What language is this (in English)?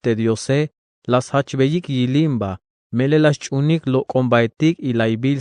Tzeltal